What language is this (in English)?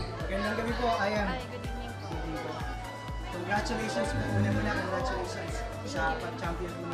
Filipino